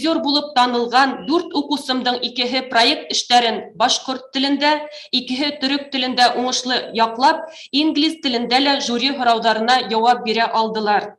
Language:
Bashkir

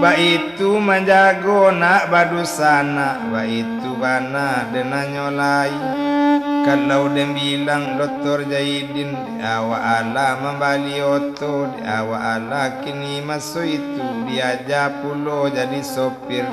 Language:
Minangkabau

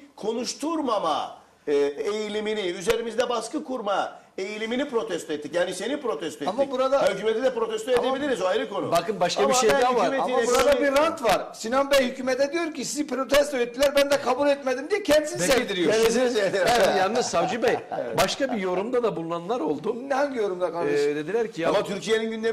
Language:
Turkish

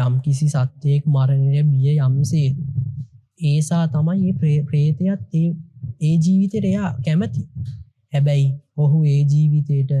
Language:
Sinhala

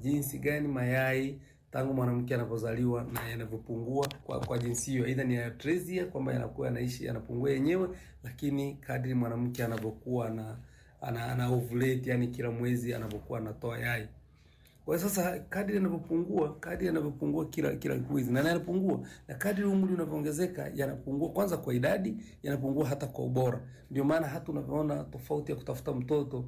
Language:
Swahili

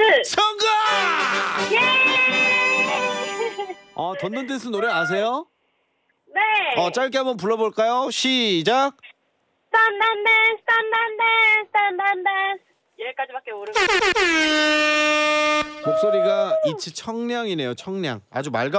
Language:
Korean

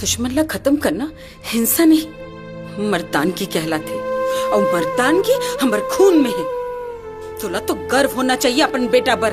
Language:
Chhattisgarhi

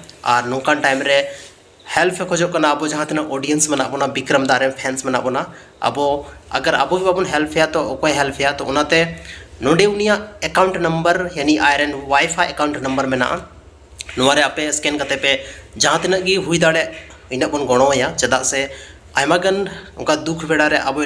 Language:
Santali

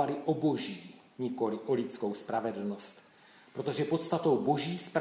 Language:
Czech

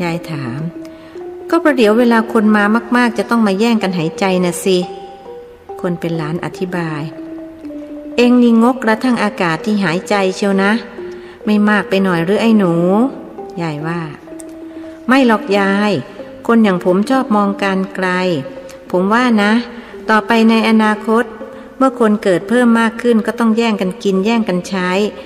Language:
Thai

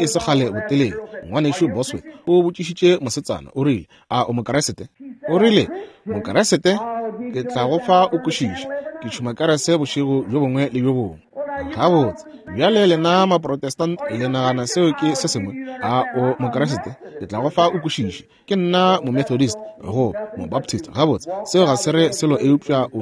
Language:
Northern Sotho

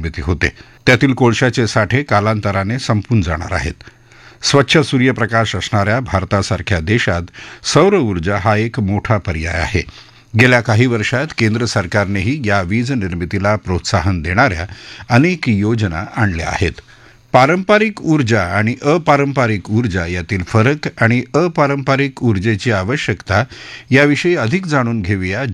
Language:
Marathi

